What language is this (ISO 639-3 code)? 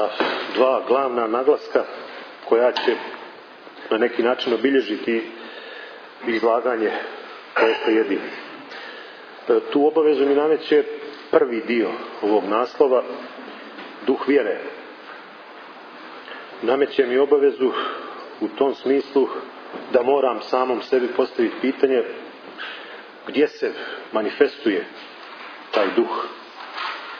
srp